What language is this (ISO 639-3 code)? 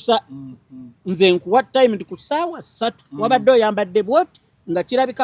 lug